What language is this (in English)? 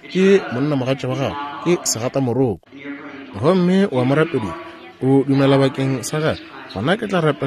Northern Sotho